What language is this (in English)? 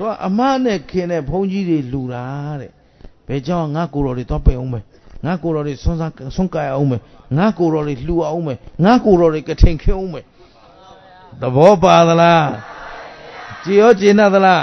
Burmese